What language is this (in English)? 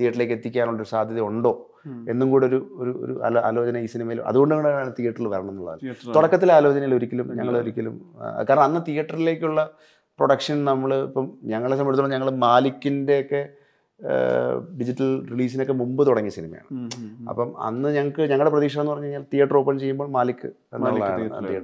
Malayalam